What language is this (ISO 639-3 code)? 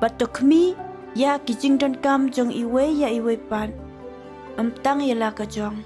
kha